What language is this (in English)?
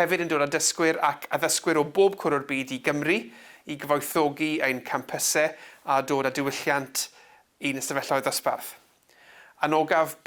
Welsh